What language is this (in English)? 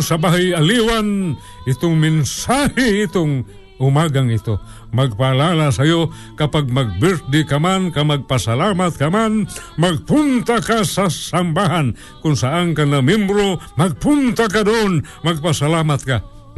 Filipino